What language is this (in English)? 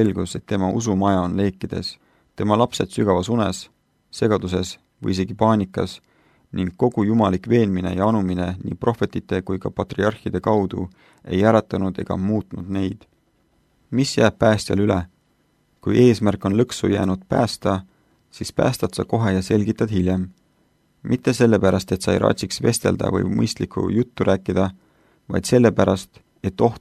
Estonian